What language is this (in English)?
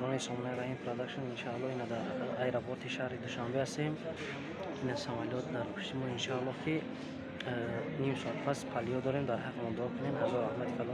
Tajik